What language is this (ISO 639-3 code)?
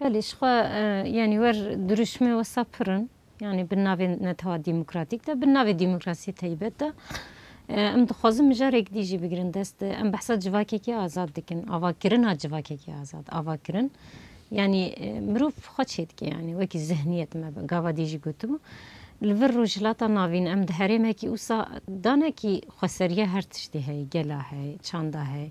kur